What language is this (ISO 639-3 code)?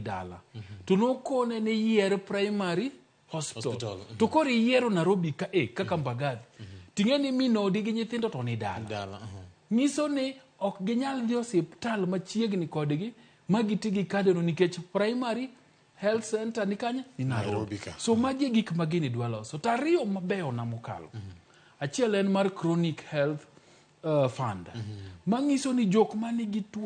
luo